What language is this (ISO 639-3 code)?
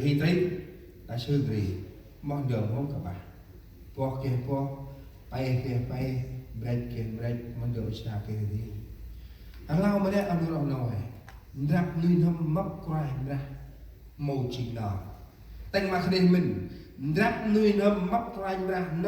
cmo